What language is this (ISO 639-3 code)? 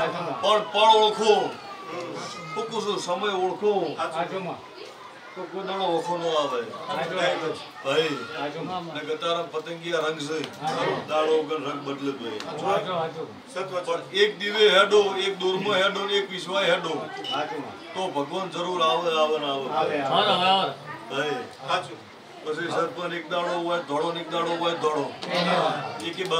guj